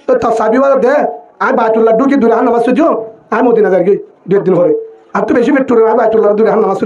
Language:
Rohingya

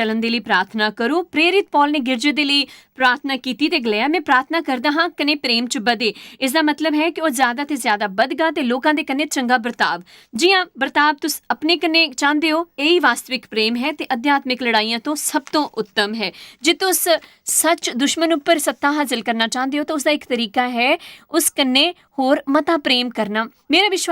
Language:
Dogri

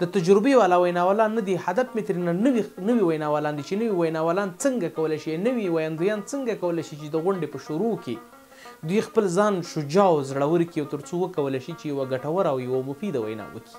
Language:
Pashto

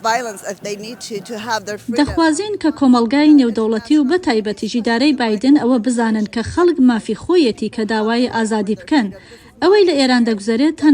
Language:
Central Kurdish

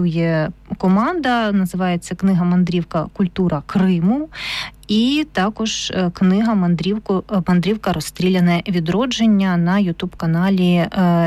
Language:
Ukrainian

